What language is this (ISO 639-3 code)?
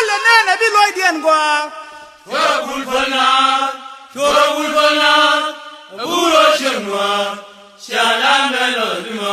nus